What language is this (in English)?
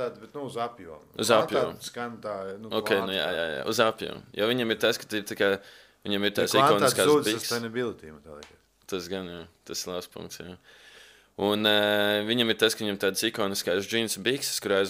Latvian